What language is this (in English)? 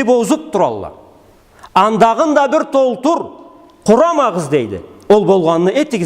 Karachay-Balkar